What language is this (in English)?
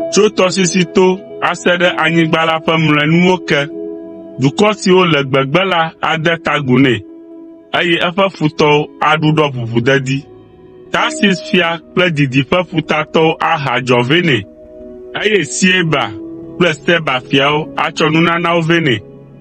Ewe